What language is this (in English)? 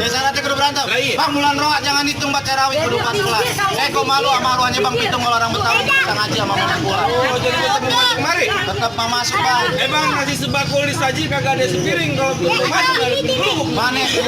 Betawi